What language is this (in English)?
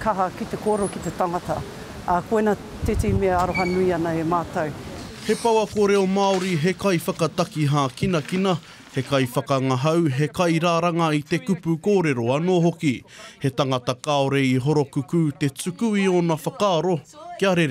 Māori